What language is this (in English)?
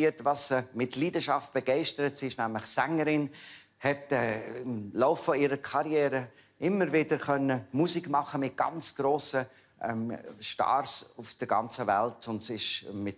Swiss German